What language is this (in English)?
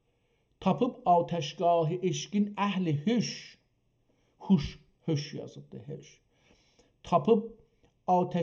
South Azerbaijani